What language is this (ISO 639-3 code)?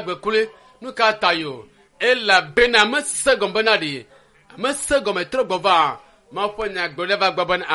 ewe